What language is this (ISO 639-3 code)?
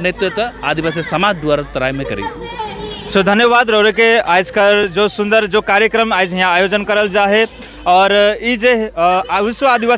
sck